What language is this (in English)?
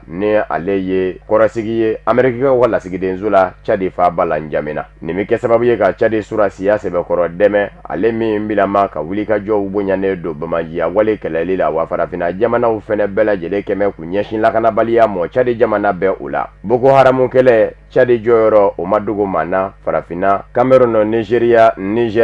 Bambara